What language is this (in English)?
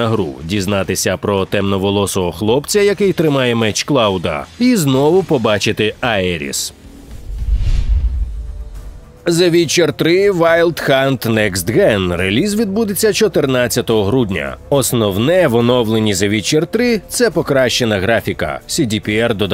Ukrainian